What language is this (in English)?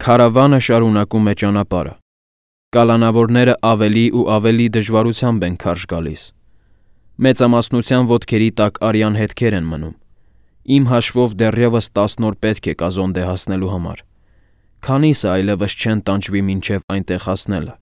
Armenian